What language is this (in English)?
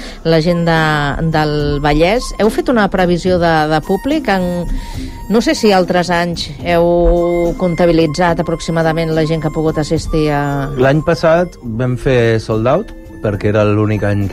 Catalan